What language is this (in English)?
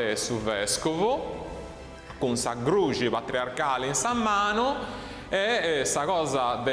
Sardinian